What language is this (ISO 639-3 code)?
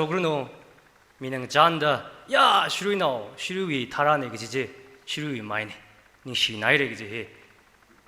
nmf